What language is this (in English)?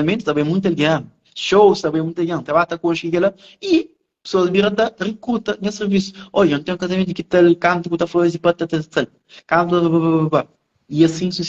Kabuverdianu